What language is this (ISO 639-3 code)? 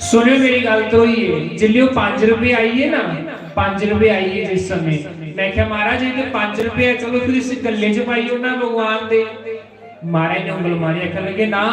doi